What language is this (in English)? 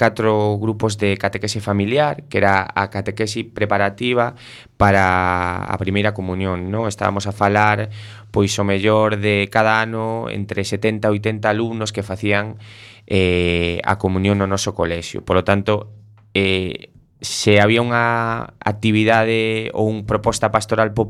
Galician